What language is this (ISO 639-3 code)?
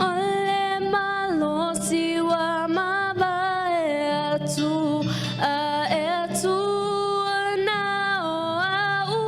smo